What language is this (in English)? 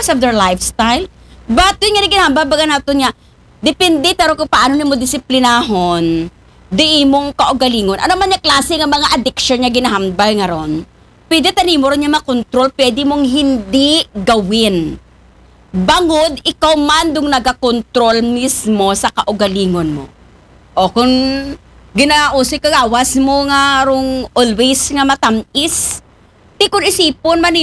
Aklanon